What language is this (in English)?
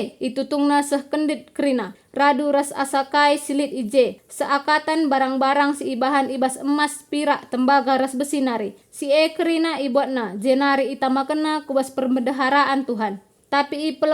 Batak Karo